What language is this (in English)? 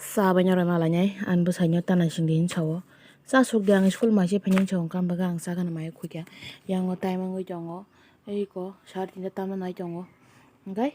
Kok Borok